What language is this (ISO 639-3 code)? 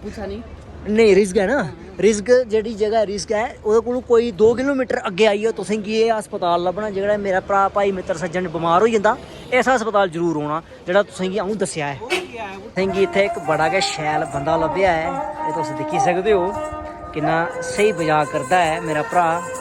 doi